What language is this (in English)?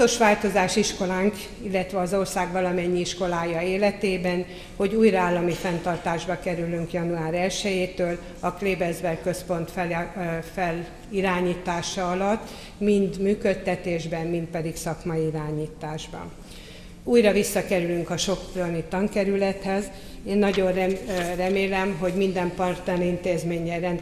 Hungarian